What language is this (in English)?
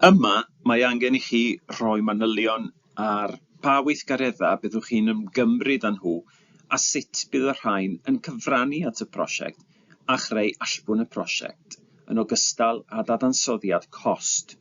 Welsh